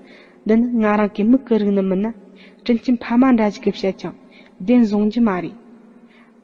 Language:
Tibetan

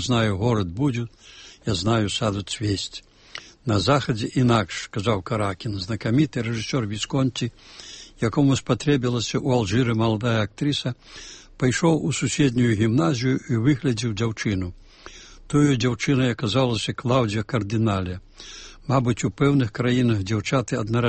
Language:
Belarusian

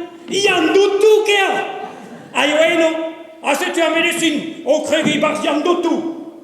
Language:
Breton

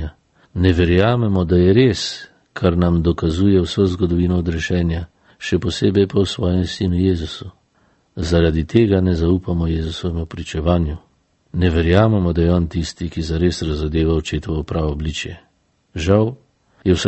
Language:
Slovenian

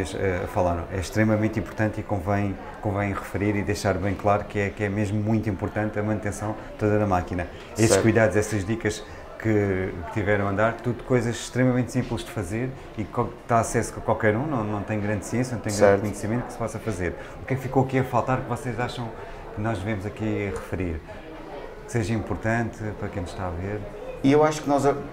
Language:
Portuguese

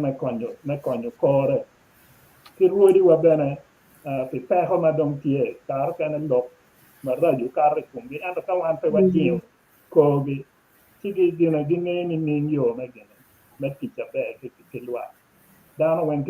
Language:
Acoli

